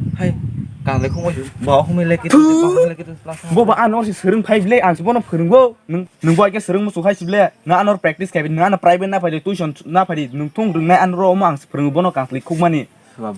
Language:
Kok Borok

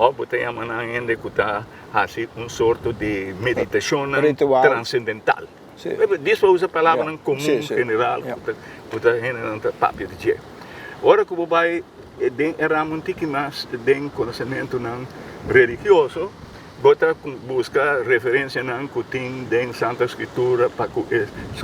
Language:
Papiamento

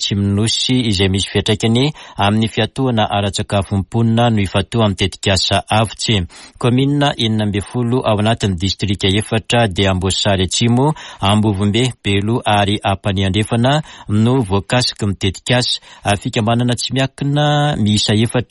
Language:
Malagasy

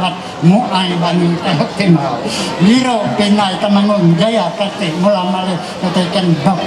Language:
Ma'anyan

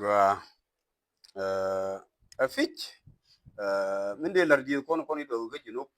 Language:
Nuer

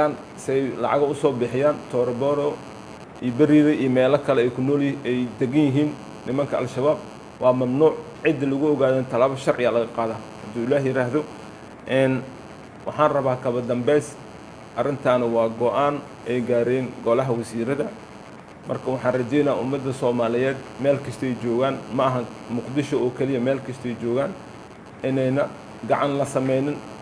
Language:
Somali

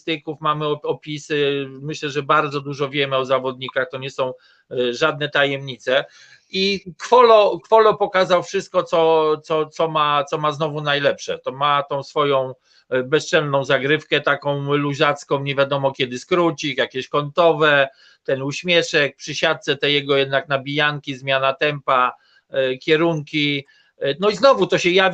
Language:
Polish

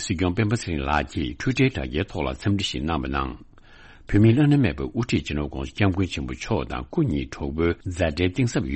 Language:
Tibetan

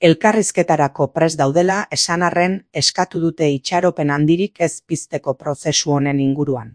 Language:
Basque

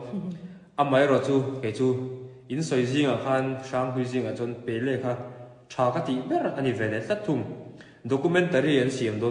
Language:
Mizo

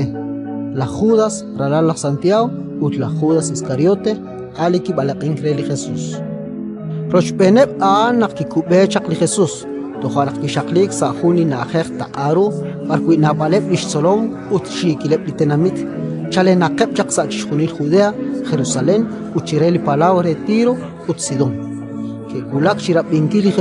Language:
Kekchí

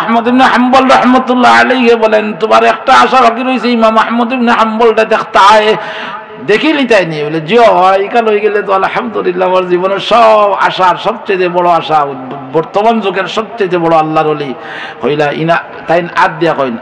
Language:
Sylheti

